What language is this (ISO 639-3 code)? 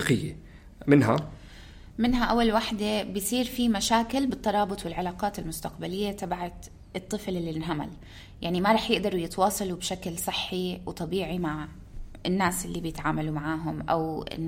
apc